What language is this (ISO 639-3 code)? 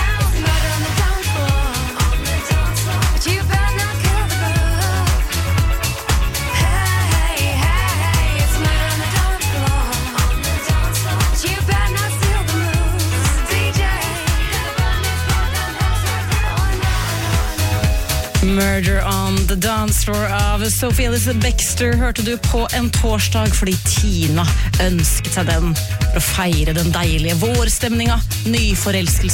nor